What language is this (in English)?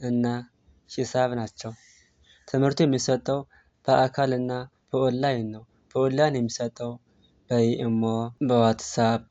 Amharic